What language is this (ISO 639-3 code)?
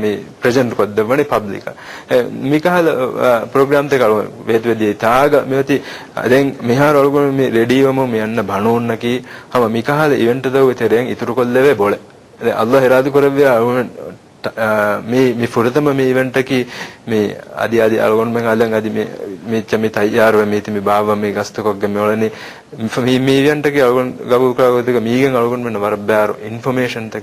div